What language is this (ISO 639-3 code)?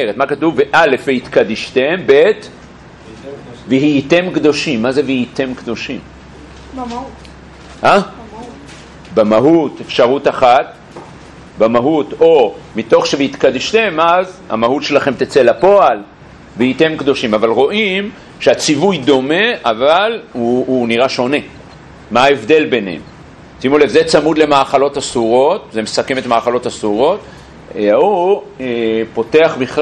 heb